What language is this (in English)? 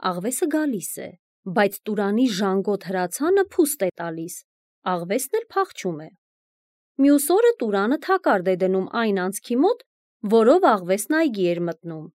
Armenian